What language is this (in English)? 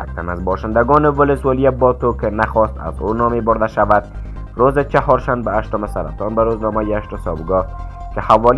Persian